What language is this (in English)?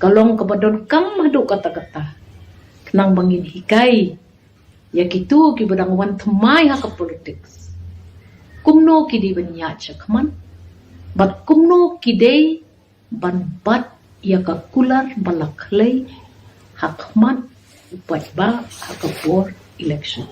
Khasi